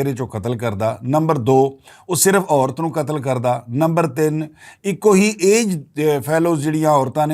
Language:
Western Panjabi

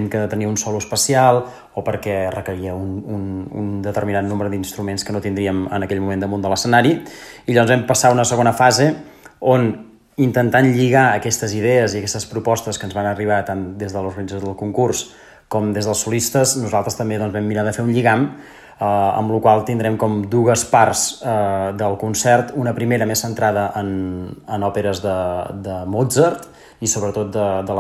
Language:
Catalan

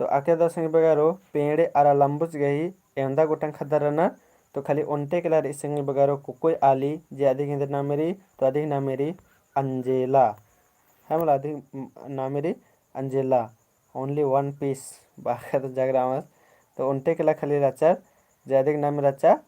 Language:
Kurukh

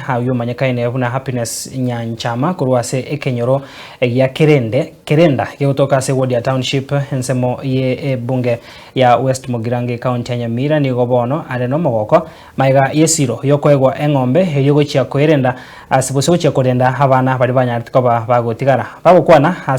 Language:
Gusii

